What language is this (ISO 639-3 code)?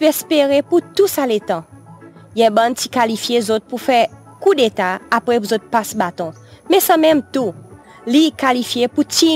crs